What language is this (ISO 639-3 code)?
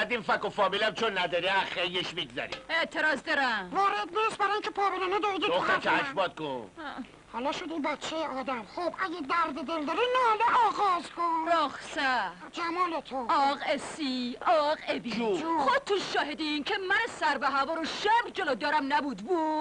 fas